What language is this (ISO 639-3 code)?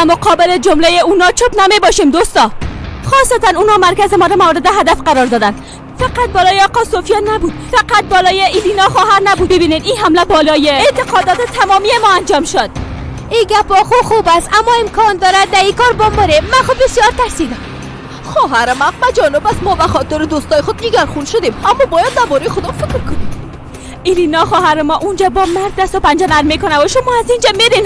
fas